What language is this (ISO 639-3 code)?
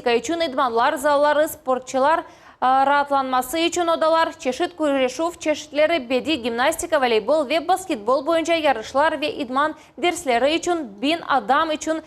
crh